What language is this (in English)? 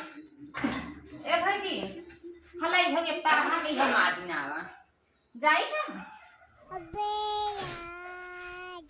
Awadhi